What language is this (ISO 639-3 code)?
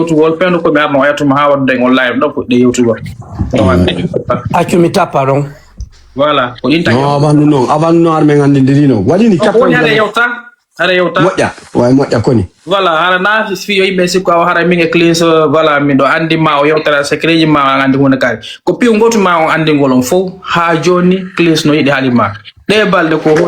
ful